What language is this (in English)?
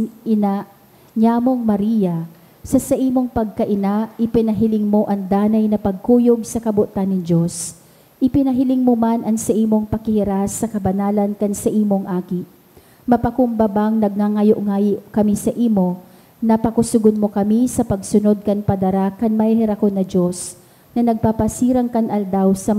Bikol